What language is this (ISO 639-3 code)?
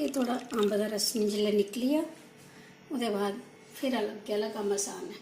doi